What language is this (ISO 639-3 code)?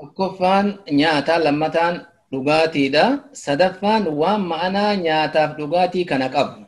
orm